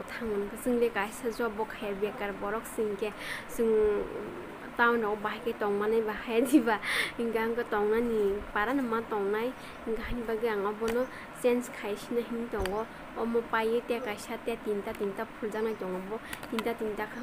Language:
Kok Borok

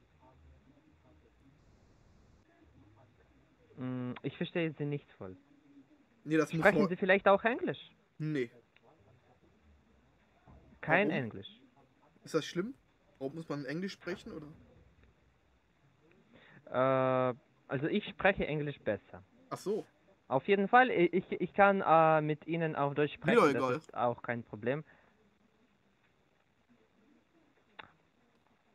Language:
German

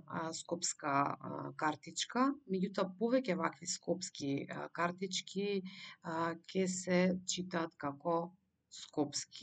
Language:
Macedonian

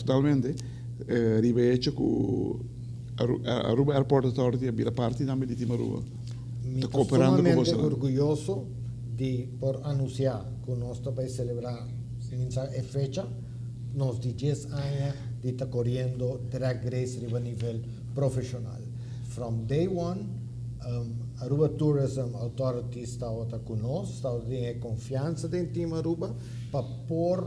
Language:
Papiamento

